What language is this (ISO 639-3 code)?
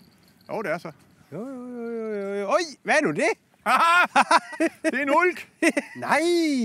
dan